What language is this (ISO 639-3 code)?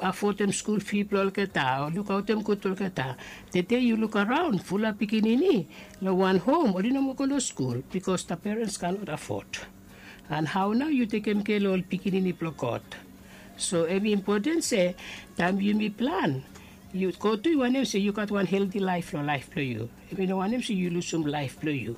bis